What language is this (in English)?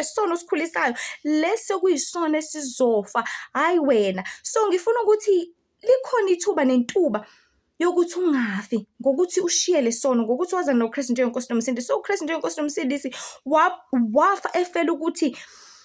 Zulu